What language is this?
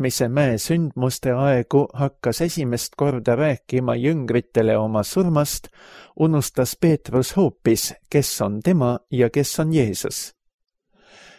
Estonian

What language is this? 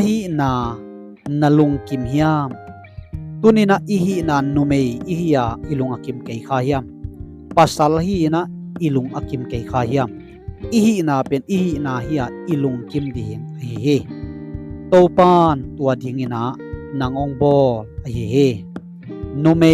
Tedim Chin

